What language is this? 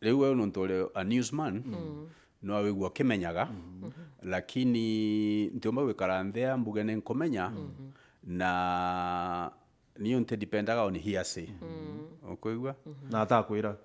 Meru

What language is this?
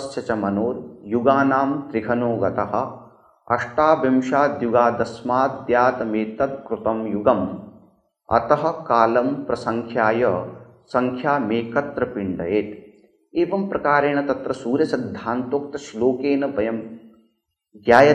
Sanskrit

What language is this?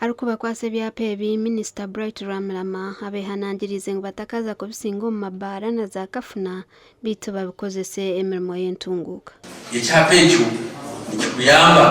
Nyankole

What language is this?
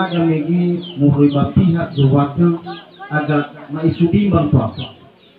Nias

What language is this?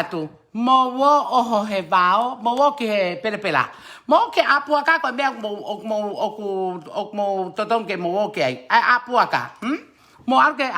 Tongan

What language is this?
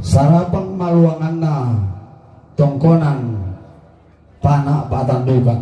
Toraja-Sa'dan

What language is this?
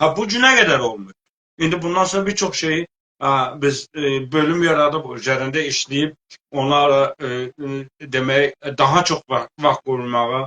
South Azerbaijani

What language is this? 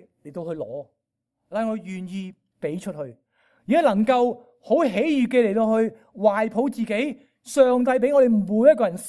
Cantonese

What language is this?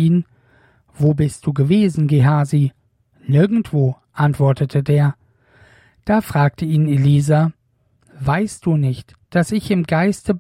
German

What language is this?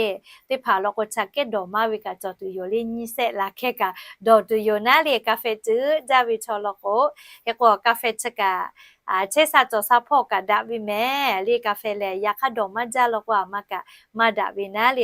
Lahu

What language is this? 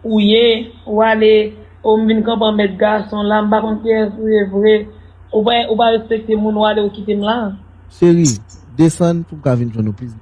Haitian Creole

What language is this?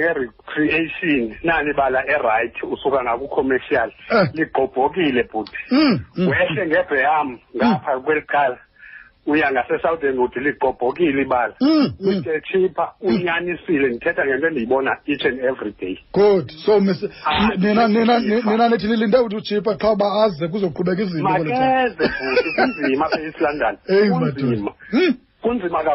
Xhosa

